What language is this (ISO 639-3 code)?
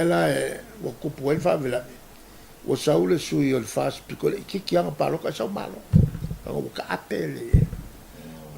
smo